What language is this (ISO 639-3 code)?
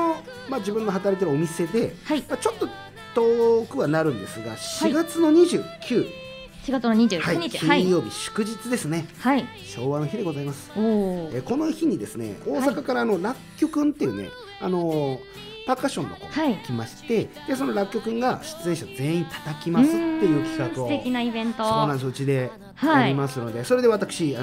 jpn